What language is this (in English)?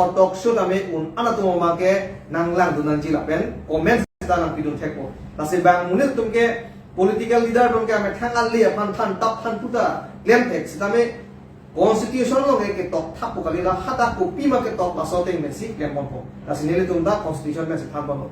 Karbi